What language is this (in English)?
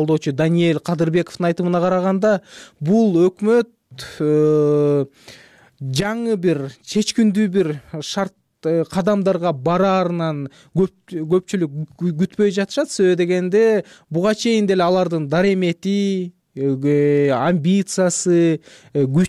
Kyrgyz